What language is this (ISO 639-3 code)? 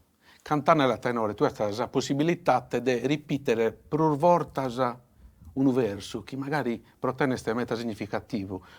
srd